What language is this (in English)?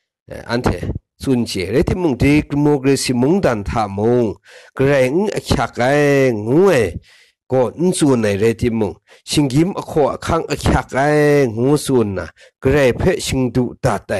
Kachin